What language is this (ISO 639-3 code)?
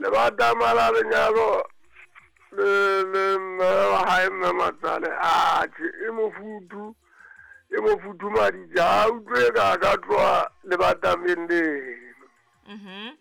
sot